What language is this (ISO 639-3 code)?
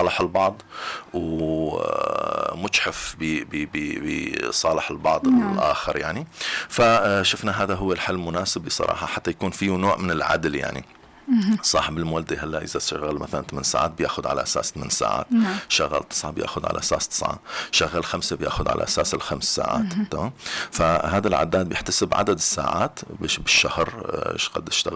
apc